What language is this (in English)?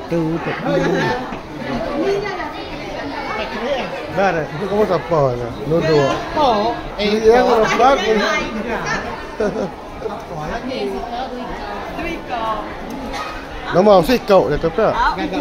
Malay